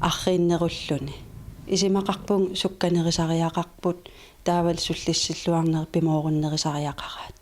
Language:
Kalaallisut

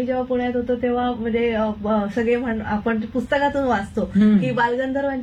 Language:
Marathi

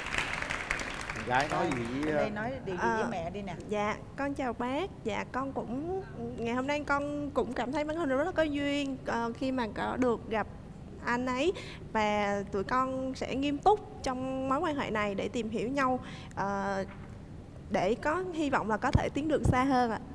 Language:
Vietnamese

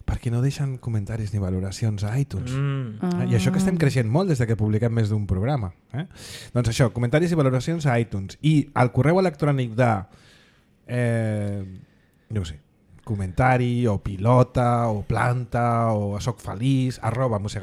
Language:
Catalan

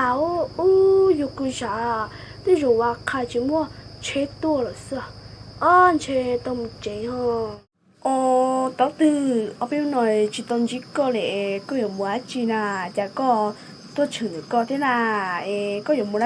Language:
Hmong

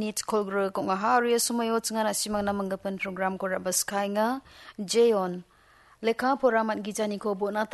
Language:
Garo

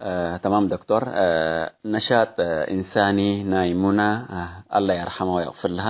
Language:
Tigre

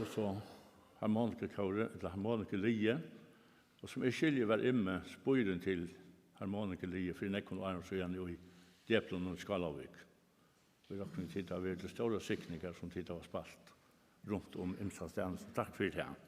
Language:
Faroese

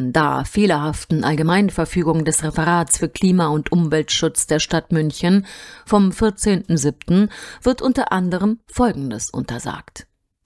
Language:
German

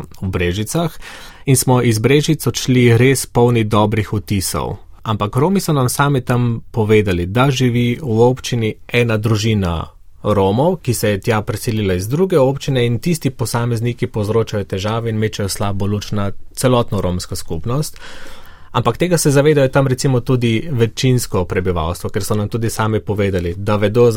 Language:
Slovenian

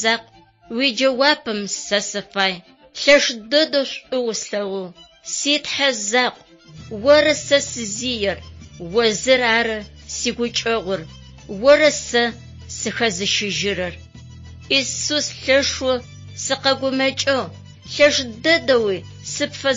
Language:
Adyghe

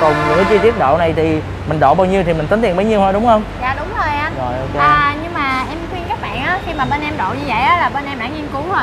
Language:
Vietnamese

